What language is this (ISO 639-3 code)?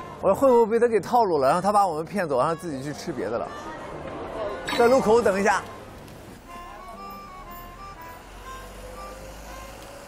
zho